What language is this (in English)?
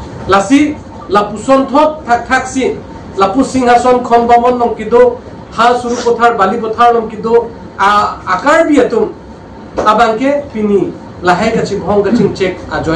Karbi